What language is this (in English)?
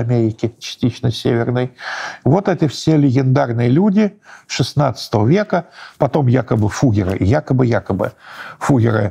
Russian